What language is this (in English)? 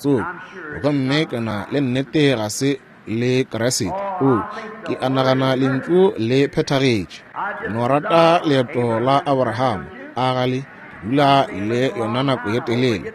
Northern Sotho